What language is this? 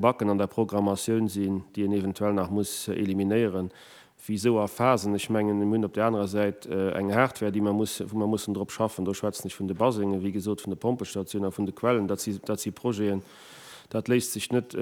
Luxembourgish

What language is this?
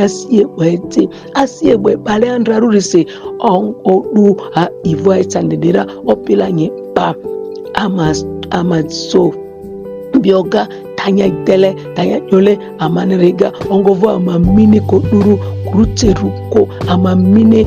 Ma'di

